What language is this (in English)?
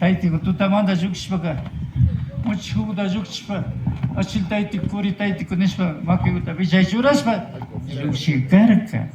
Imbabura Highland Quichua